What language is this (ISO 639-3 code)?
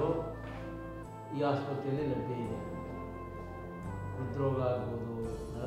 kan